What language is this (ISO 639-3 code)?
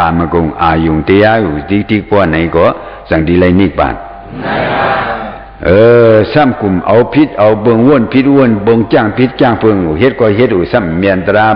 shn